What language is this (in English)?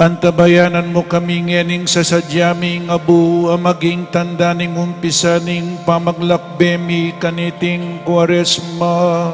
Pampanga